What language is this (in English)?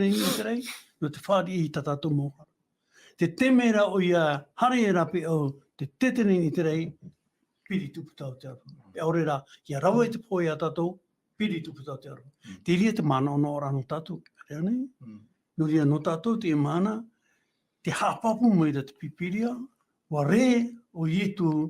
Tahitian